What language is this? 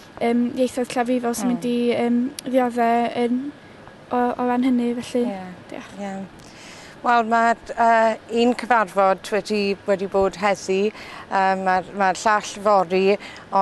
Welsh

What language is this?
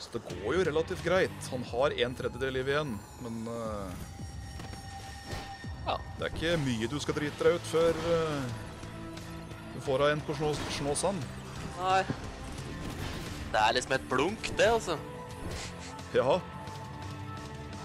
Norwegian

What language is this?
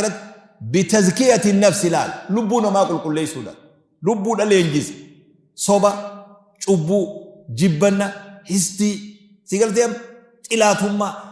Oromo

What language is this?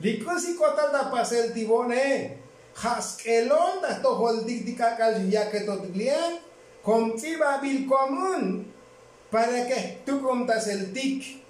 Tzotzil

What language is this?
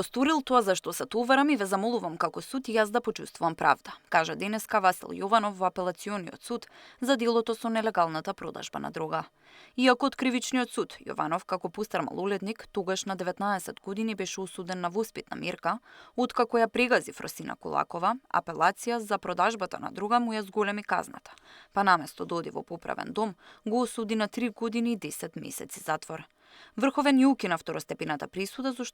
Macedonian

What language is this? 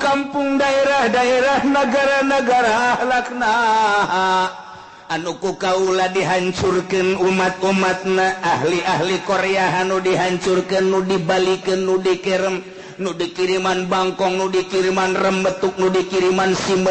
Sundanese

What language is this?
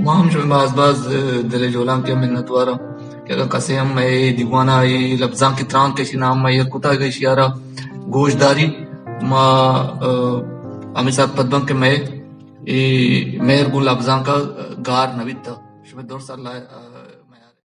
Baluchi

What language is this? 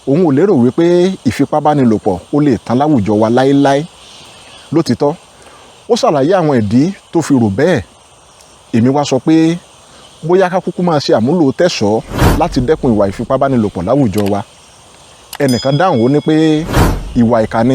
Yoruba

